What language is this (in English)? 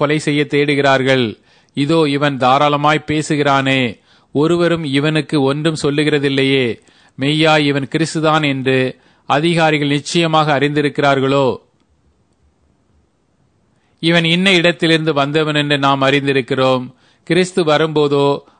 Tamil